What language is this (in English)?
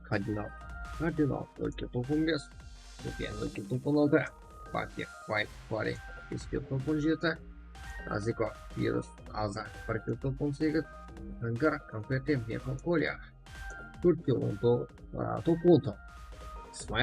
Kara-Kalpak